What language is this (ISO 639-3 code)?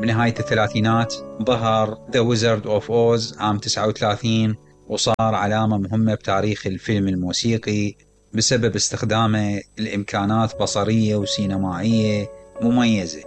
acm